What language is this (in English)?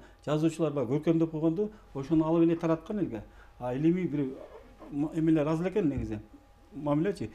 Kyrgyz